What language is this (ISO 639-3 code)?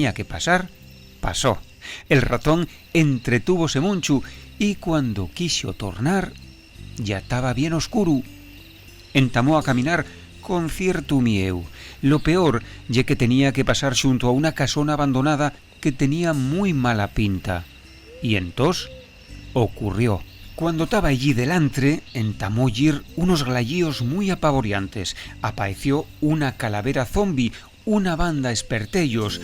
ast